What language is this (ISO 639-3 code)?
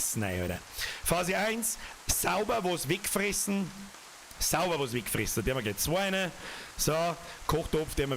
bar